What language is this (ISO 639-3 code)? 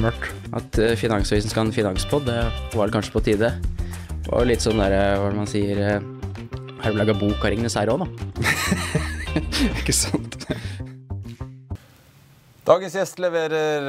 nor